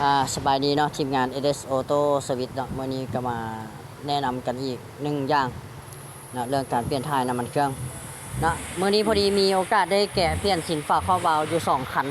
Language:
Lao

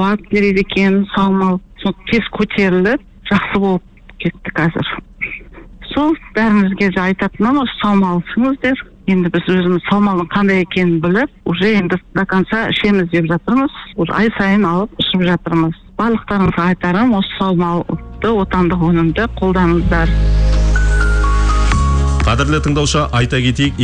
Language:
Kazakh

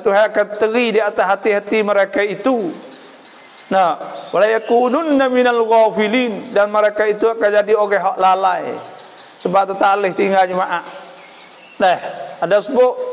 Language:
Malay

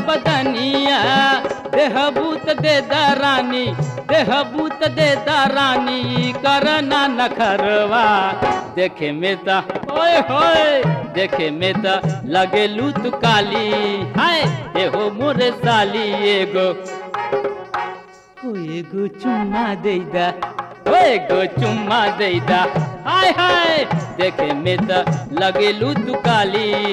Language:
Bhojpuri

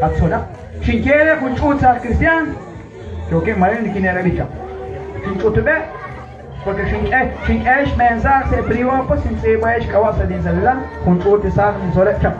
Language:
Kekchí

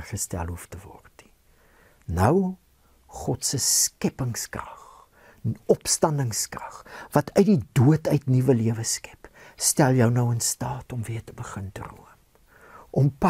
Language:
Afrikaans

